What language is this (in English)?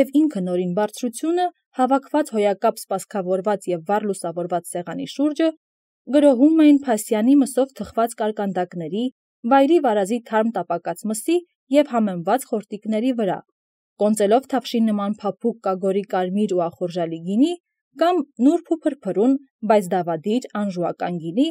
Armenian